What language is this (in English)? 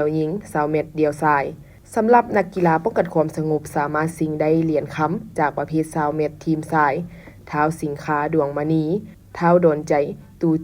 Lao